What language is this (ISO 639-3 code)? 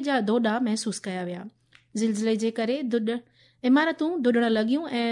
snd